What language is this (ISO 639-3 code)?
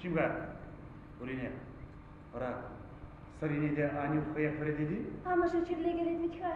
chv